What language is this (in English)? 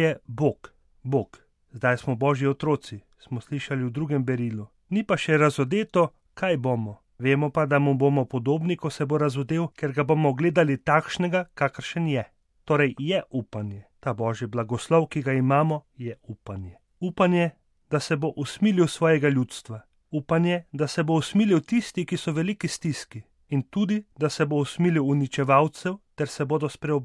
Slovenian